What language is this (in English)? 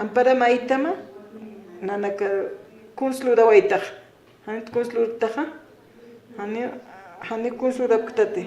Aymara